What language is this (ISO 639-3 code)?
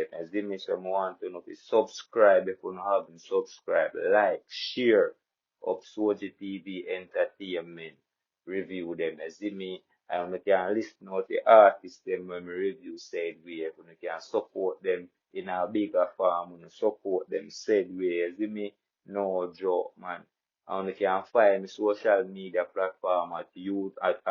jam